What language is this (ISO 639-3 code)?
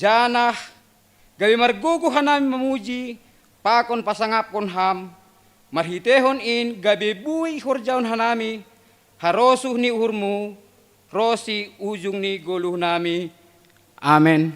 bts